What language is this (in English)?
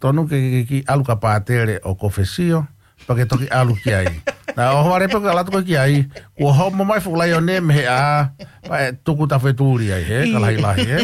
Tongan